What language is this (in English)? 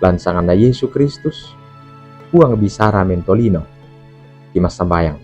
Toraja-Sa'dan